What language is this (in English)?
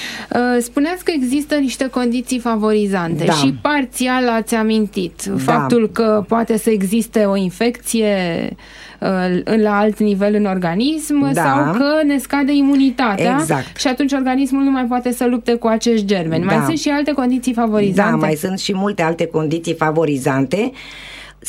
Romanian